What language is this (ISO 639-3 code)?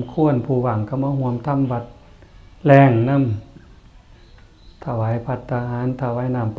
tts